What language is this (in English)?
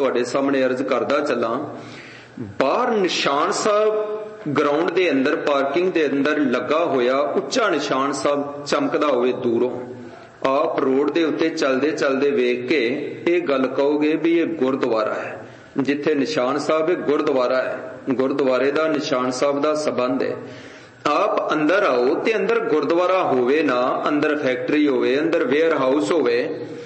Punjabi